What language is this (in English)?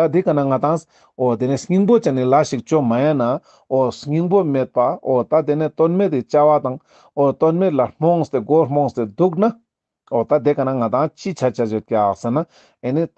Ladakhi